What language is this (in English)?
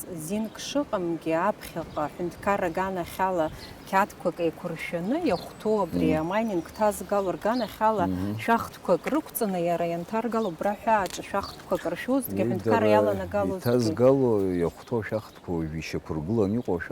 Abkhazian